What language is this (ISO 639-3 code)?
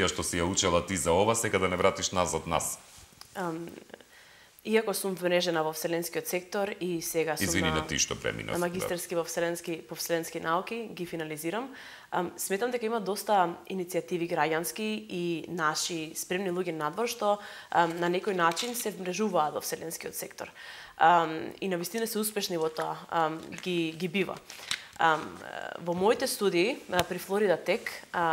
mkd